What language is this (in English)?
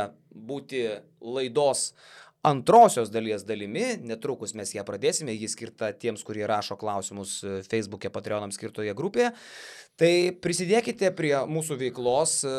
Lithuanian